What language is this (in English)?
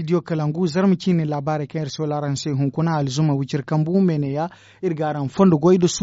Zarma